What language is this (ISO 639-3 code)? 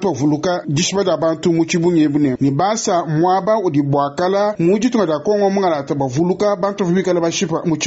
lua